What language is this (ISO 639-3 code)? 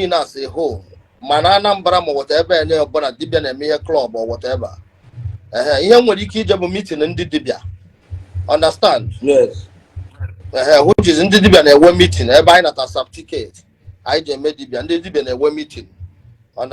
ibo